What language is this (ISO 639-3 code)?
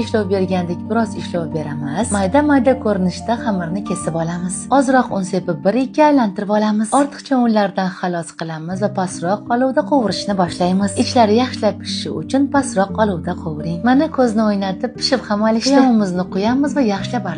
uzb